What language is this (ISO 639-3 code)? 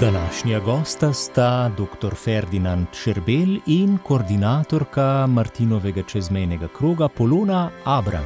slv